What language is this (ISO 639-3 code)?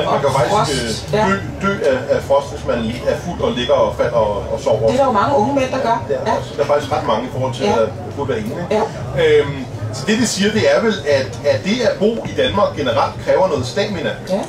dan